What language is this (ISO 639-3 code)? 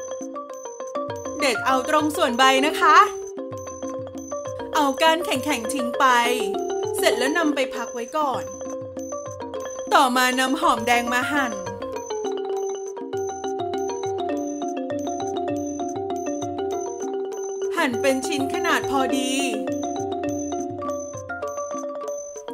tha